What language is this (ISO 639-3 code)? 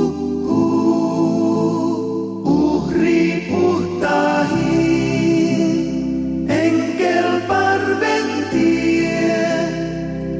fin